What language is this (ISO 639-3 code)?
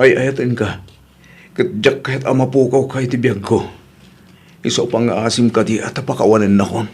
ilo